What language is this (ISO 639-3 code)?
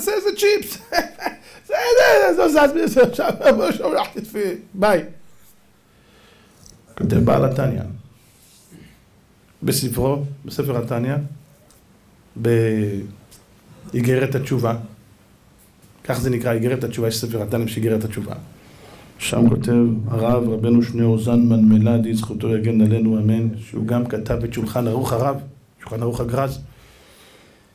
heb